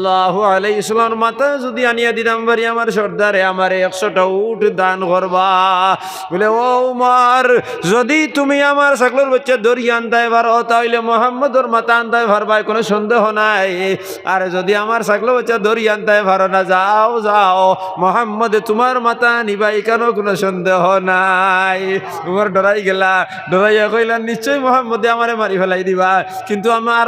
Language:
Sylheti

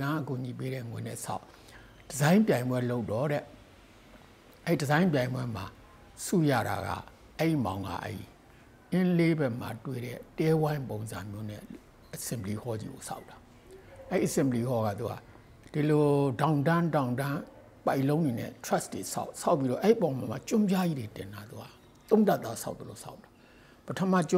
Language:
Burmese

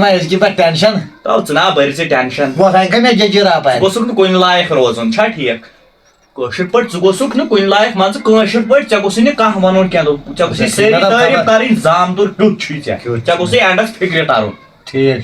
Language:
Kashmiri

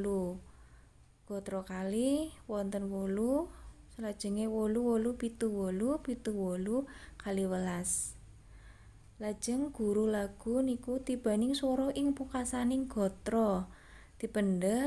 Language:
Javanese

